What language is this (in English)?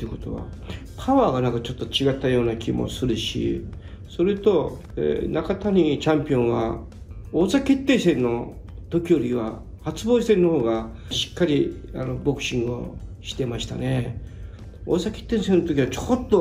Japanese